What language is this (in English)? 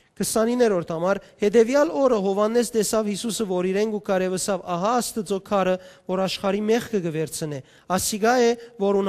Western Armenian